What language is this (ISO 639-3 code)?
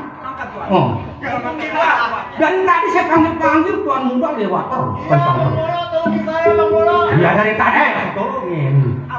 bew